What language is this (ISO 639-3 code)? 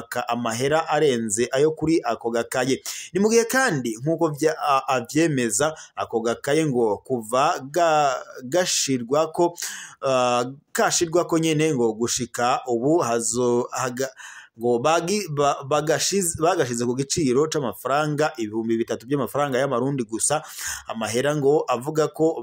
run